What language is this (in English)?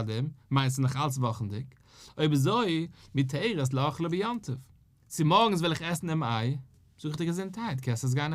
Yiddish